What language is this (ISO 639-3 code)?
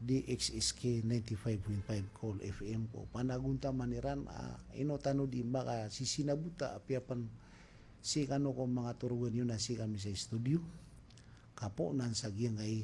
mrw